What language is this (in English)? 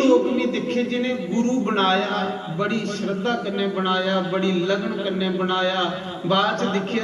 Dogri